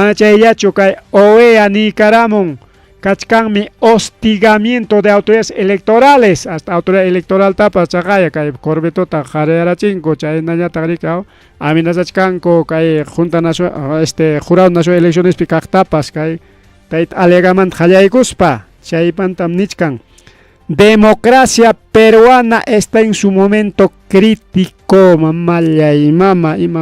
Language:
Ayacucho Quechua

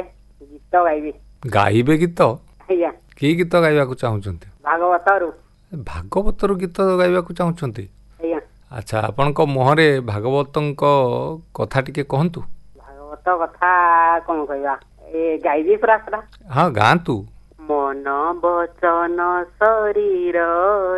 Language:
Odia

